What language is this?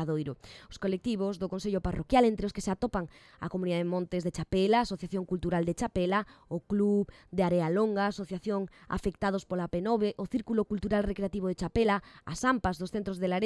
Galician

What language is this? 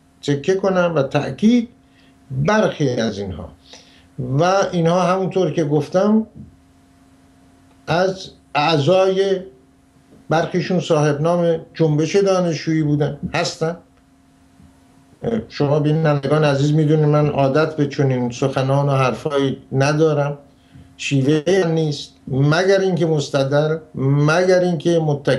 Persian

